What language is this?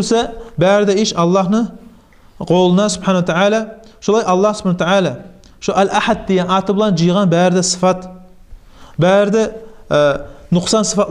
Kumyk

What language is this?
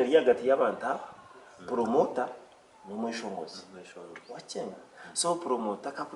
Nyankole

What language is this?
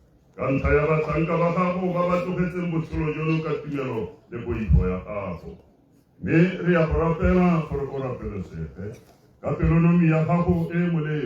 Tswana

